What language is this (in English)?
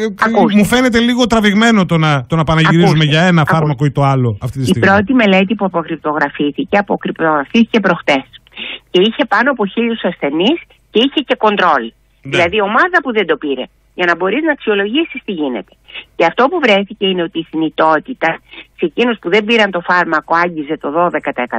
Greek